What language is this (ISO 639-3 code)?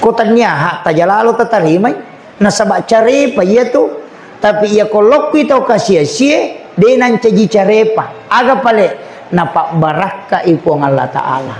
bug